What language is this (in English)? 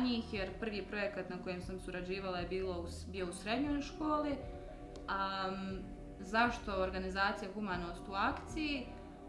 Bosnian